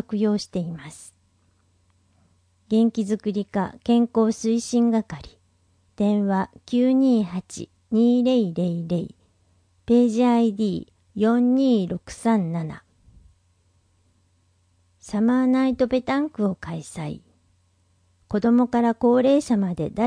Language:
Japanese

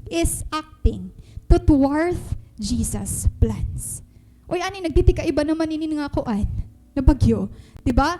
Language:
Waray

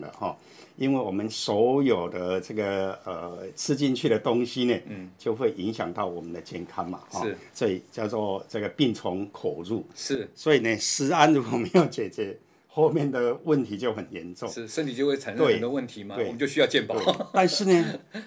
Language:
Chinese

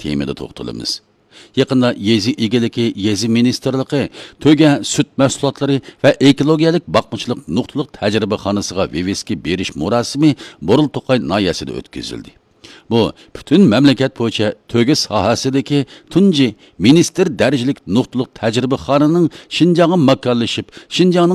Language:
Uyghur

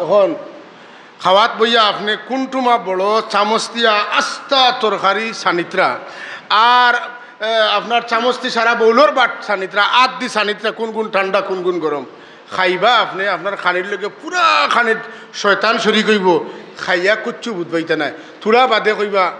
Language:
Sylheti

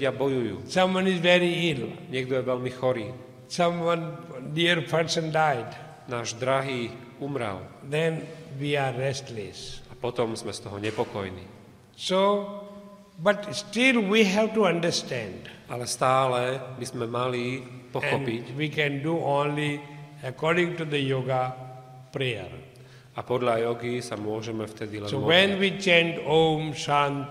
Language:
Slovak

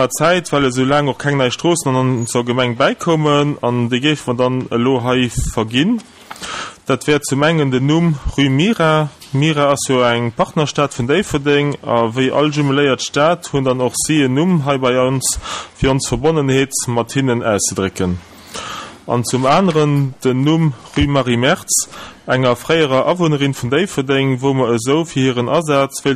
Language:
Luxembourgish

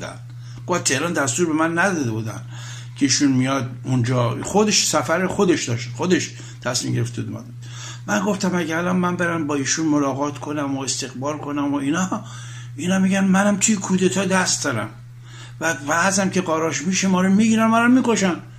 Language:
Persian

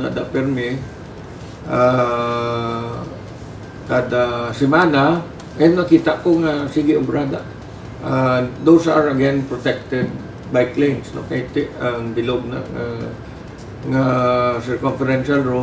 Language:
Hiligaynon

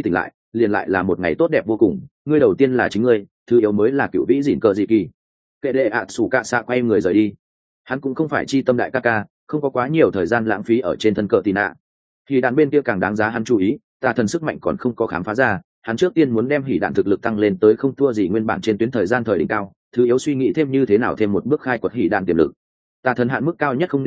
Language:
Vietnamese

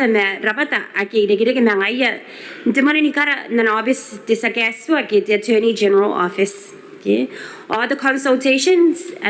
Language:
Gilbertese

